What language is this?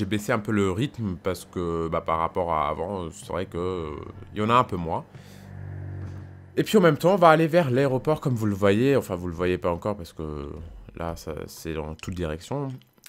French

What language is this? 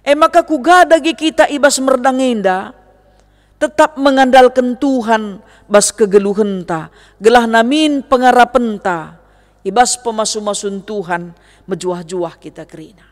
Batak Karo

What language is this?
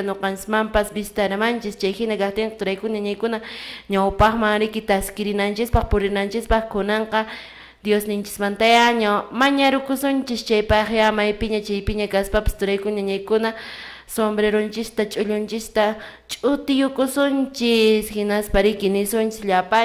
Quechua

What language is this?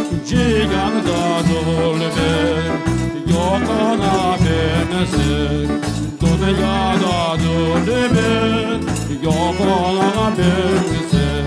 Crimean Tatar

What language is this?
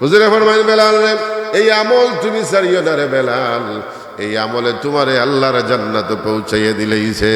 Sylheti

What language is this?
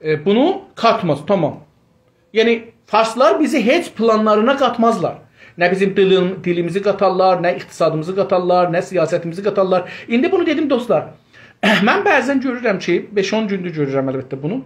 South Azerbaijani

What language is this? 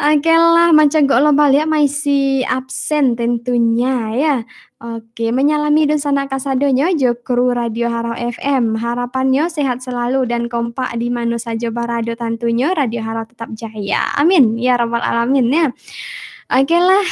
Minangkabau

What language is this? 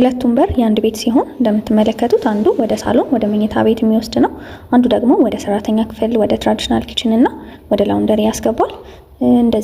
Amharic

